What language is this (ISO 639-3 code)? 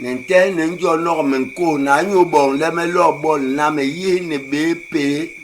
bas